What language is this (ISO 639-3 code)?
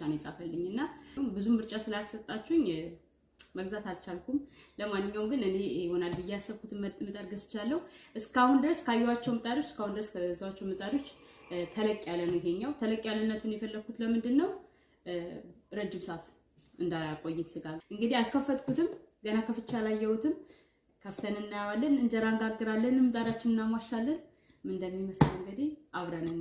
amh